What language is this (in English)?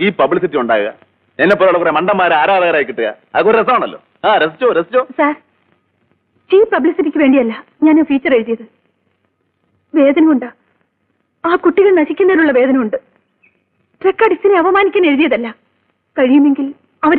Malayalam